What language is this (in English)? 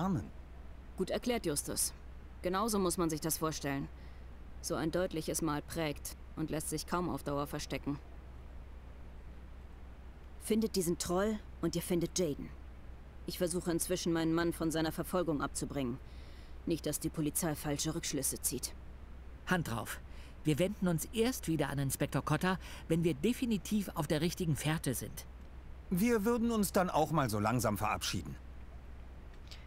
German